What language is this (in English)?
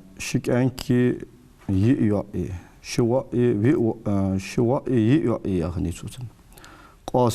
Ingush